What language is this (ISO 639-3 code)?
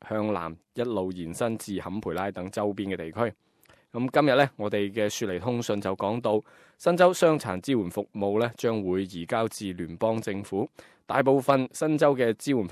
yue